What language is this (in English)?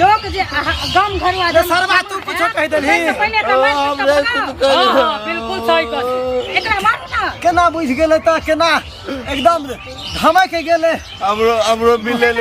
Maithili